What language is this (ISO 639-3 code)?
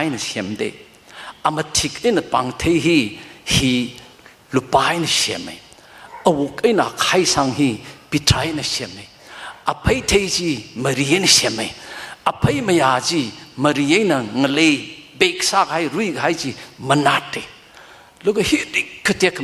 nmf